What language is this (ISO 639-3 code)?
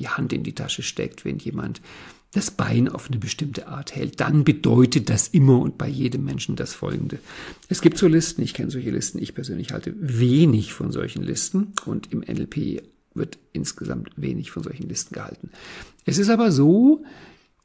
deu